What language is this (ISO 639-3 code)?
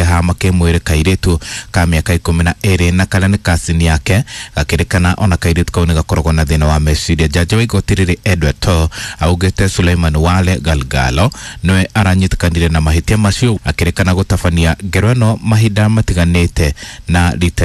kik